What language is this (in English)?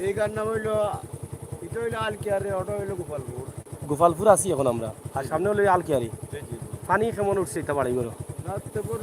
Sylheti